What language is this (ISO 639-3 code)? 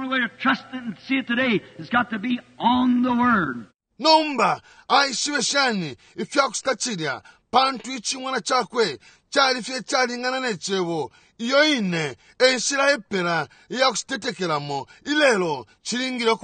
bem